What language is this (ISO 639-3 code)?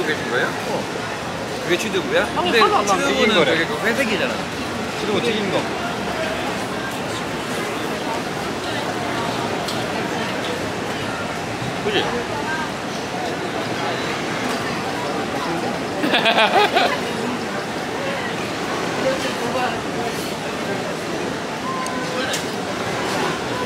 kor